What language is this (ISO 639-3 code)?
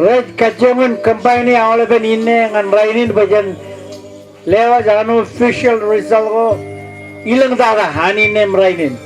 mah